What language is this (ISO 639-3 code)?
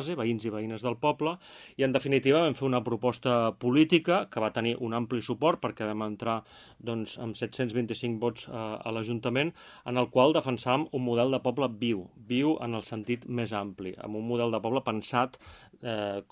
cat